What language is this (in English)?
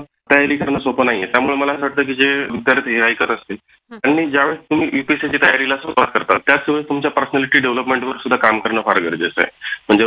Marathi